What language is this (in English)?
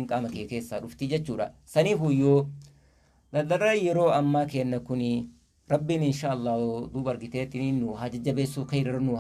Oromo